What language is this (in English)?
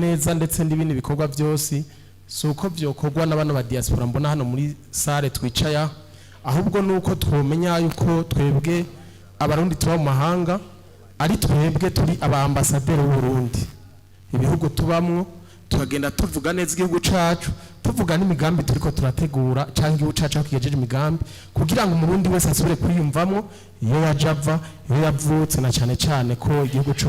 Rundi